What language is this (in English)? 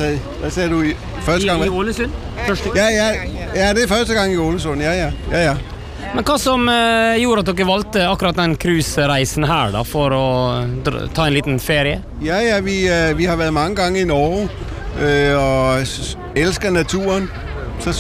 Norwegian